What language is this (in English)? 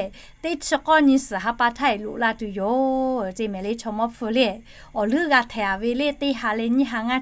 Lahu